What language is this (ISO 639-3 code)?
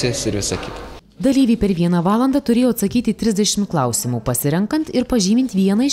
lit